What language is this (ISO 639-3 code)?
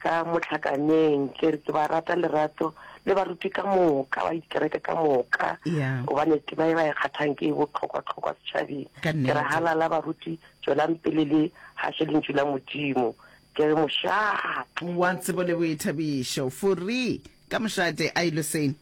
nso